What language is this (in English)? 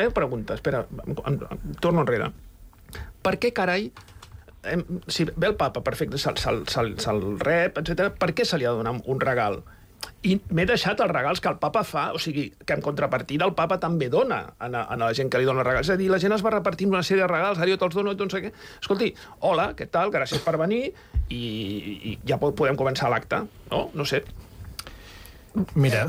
Catalan